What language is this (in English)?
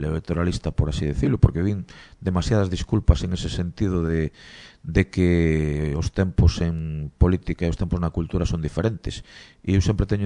Galician